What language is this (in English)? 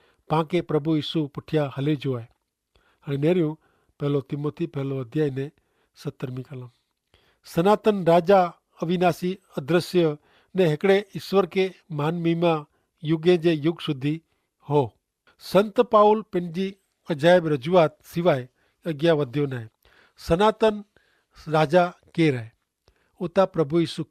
Kachhi